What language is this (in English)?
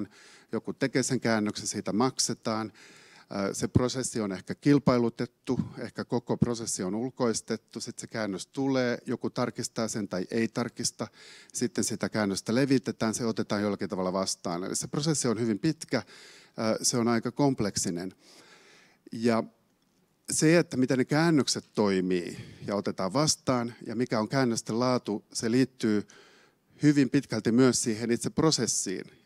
Finnish